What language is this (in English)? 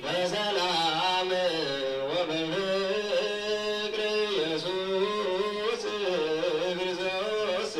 Geez